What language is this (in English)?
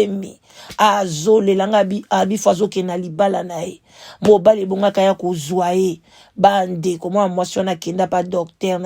Lingala